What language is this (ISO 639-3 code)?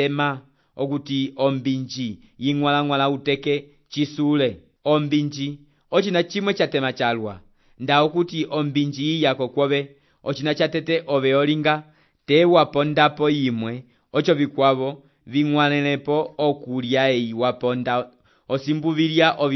umb